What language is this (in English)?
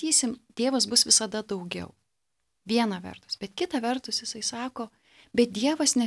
Lithuanian